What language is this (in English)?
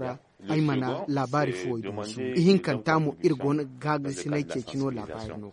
Zarma